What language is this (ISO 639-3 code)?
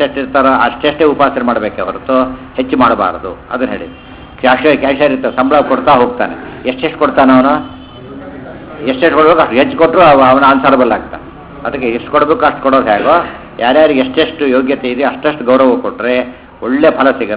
kan